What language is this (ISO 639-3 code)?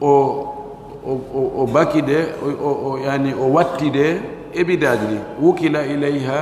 fuf